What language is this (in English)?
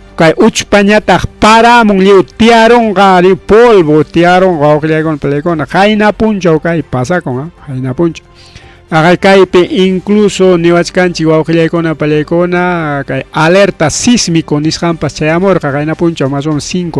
Ayacucho Quechua